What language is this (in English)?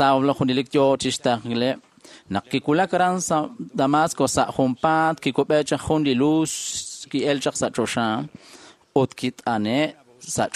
Kekchí